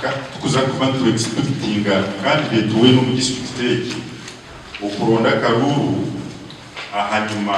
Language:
Nyankole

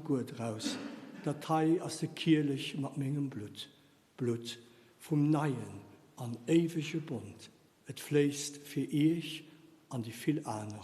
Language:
Luxembourgish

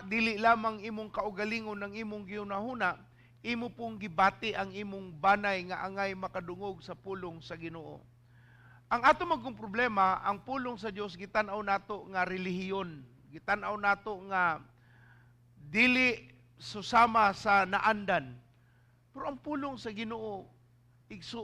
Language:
Cebuano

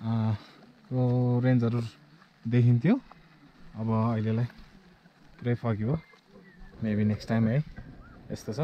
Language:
Nepali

